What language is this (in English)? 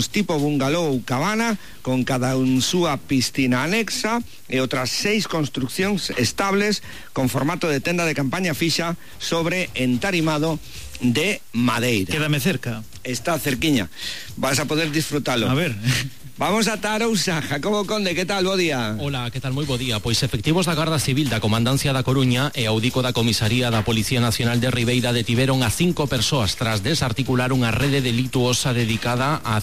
Galician